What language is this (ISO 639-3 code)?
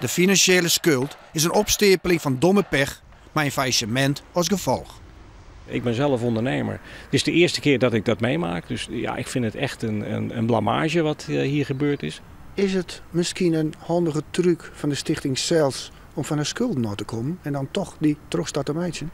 fry